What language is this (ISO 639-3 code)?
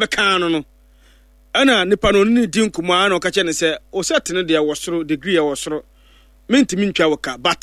aka